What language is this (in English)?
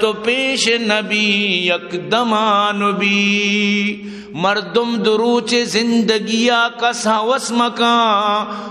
Eastern Balochi